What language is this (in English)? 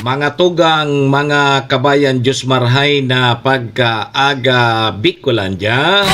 Bikol